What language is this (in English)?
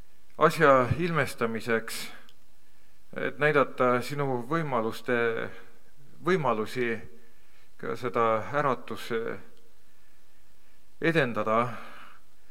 Estonian